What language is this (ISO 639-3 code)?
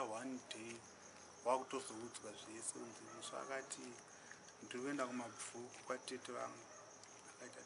sna